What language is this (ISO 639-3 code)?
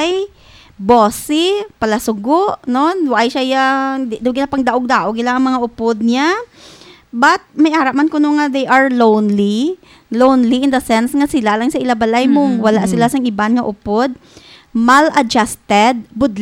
hil